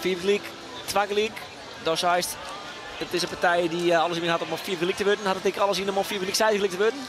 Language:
Western Frisian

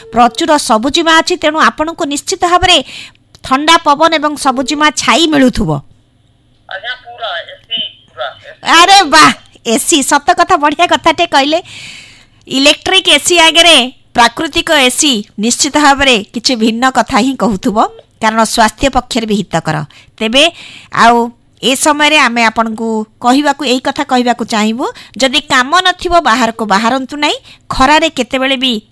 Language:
Odia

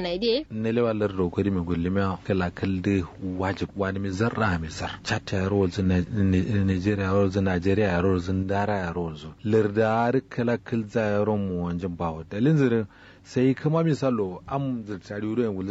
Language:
Kanuri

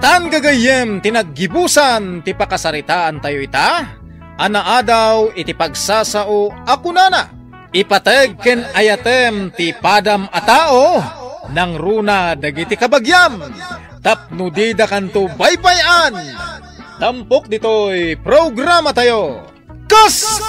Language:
Iloko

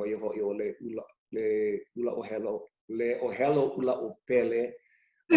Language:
Hawaiian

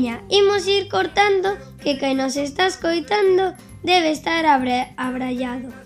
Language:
Galician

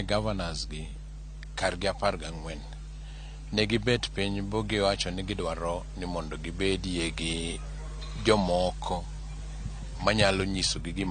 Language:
Luo (Kenya and Tanzania)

